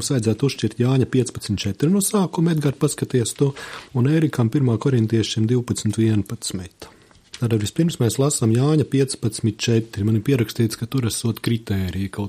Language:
Latvian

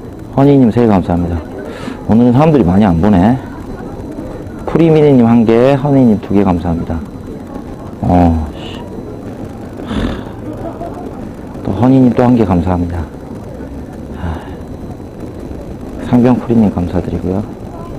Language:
Korean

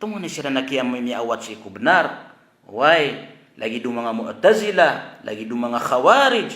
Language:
Maranao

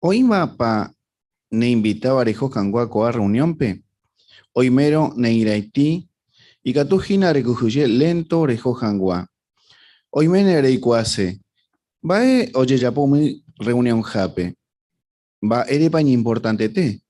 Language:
Guarani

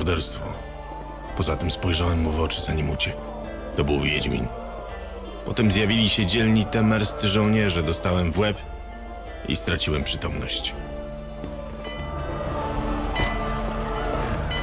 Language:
Polish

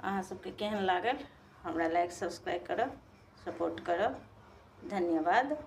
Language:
Maithili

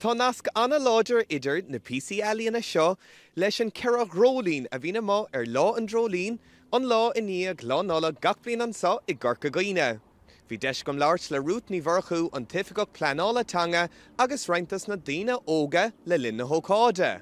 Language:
Irish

